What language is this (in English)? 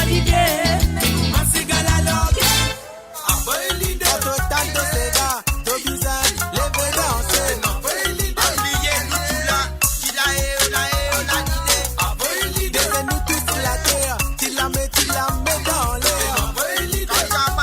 Morisyen